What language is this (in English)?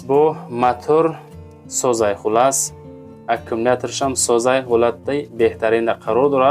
Tajik